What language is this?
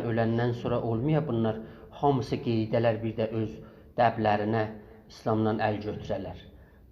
South Azerbaijani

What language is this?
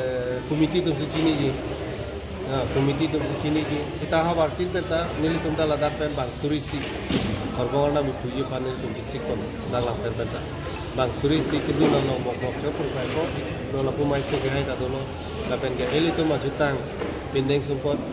Karbi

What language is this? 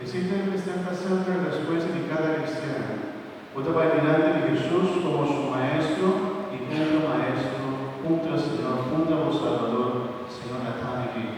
Papiamento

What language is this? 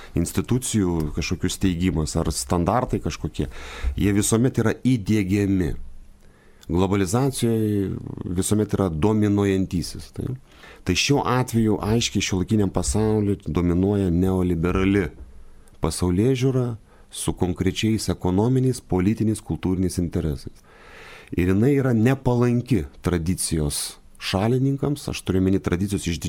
Lithuanian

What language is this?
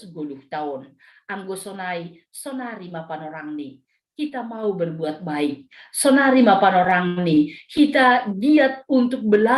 Batak Simalungun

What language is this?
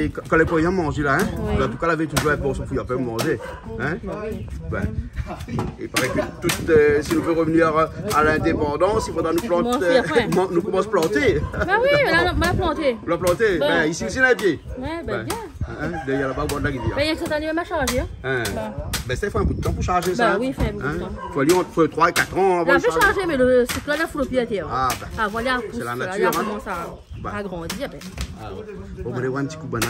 Réunion Creole French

